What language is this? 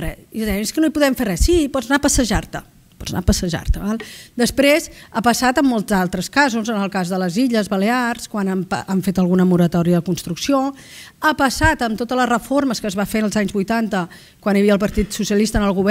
Catalan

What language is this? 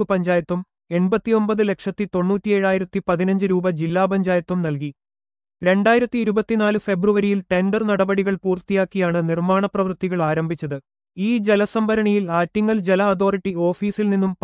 Malayalam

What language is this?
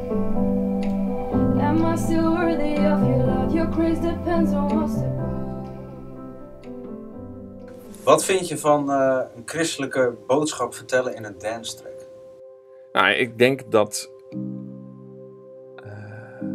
Dutch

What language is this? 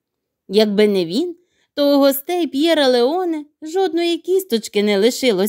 Ukrainian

